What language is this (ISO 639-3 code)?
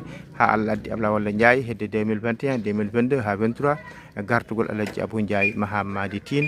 ful